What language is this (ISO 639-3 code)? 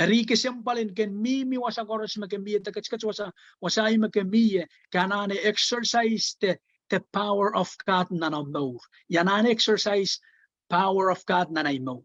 pon